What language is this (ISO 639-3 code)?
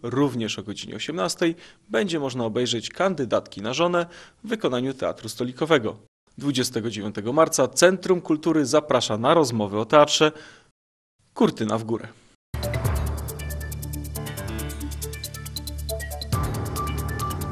pol